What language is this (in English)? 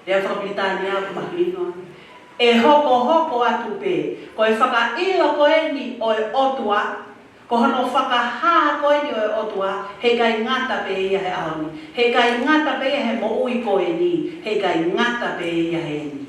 Tongan